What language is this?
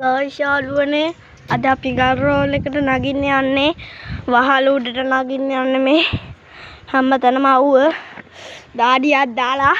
Sinhala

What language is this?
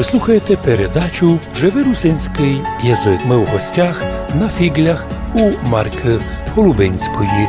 Rusyn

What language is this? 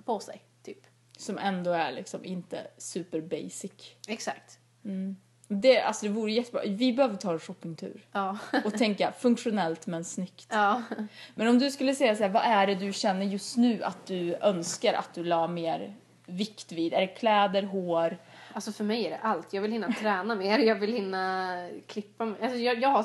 Swedish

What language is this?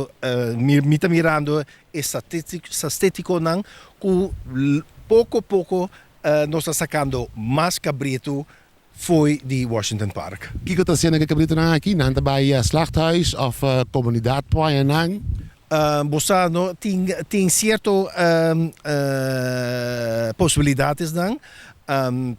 Papiamento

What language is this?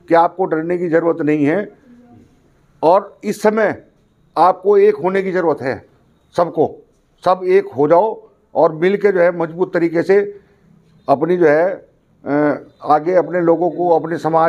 Hindi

